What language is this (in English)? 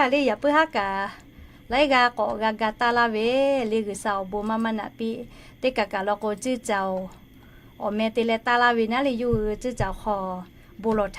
Lahu